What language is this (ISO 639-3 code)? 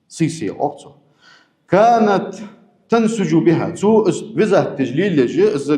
inh